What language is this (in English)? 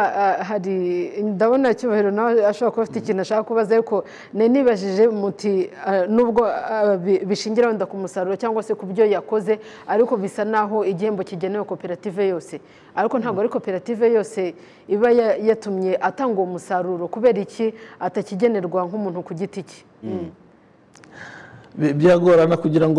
Kinyarwanda